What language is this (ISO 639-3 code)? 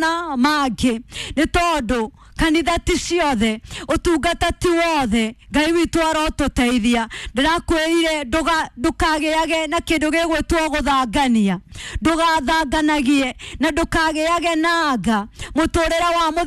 kik